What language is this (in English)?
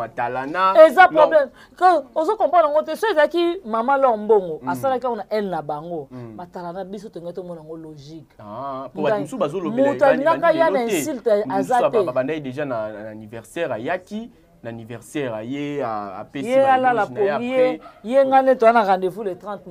Lingala